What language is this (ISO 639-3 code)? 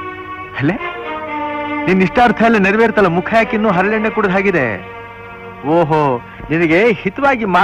kan